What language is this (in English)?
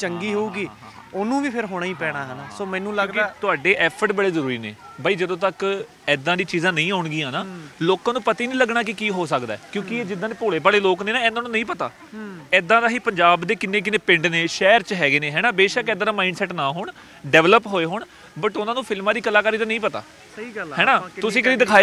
Punjabi